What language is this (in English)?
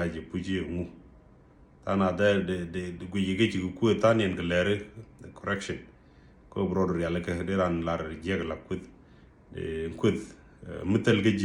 Nuer